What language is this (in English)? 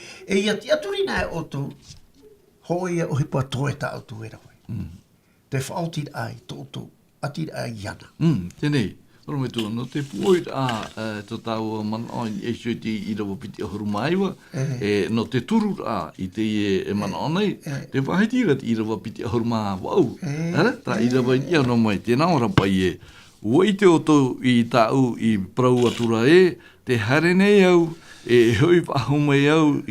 Tahitian